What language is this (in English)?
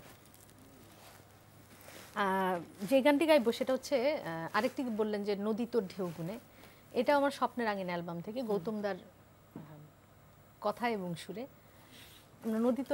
Bangla